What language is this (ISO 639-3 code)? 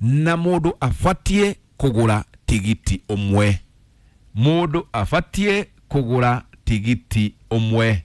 kik